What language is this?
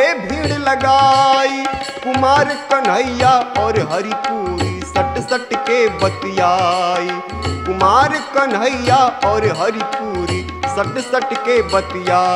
Bhojpuri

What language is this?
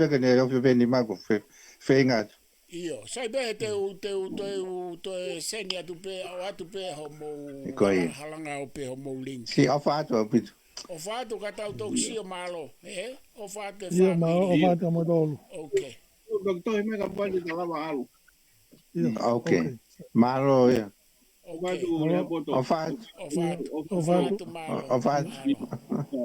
Tongan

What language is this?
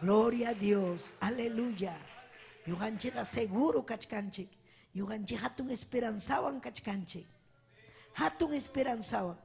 Ayacucho Quechua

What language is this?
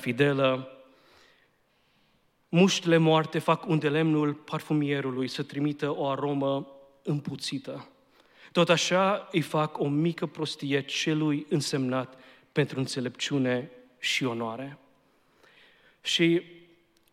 Romanian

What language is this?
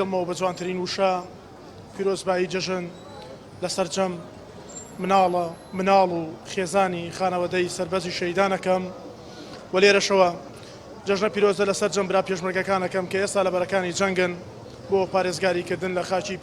Central Kurdish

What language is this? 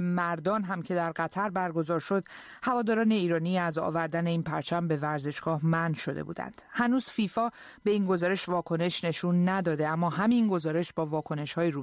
Persian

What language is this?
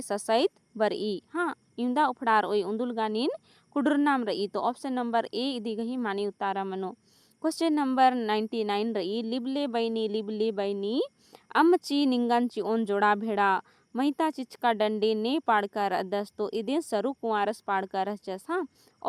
Kurukh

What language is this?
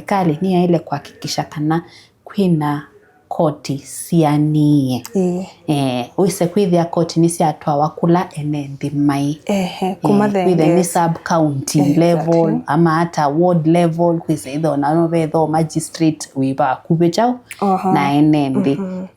Kamba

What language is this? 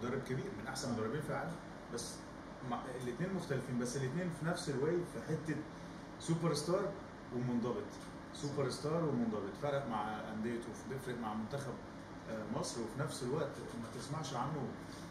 Egyptian Arabic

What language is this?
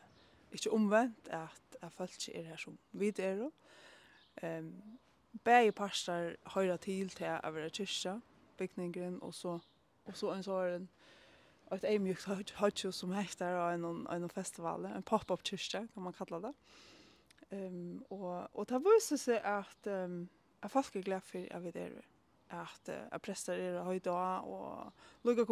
Faroese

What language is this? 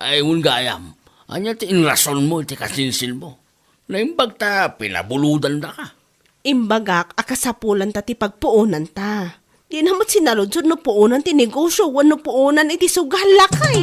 Iloko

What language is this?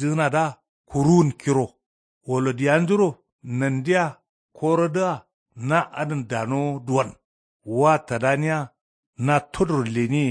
Kanuri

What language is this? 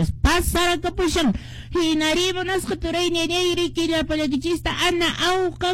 Quechua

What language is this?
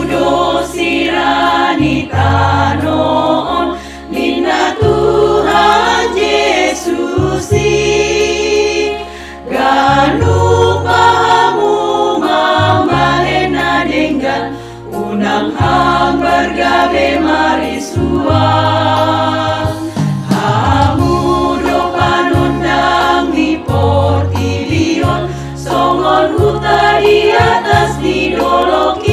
Batak Toba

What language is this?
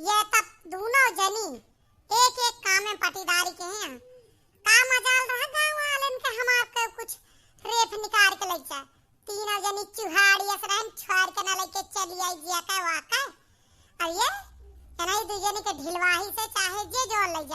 Awadhi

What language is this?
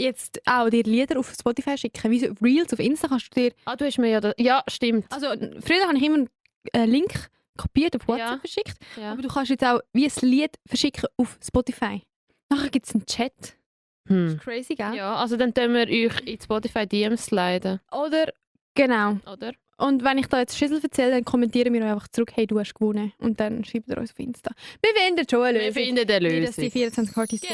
Swiss German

